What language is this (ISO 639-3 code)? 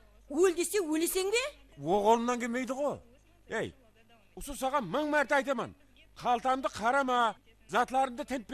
kaa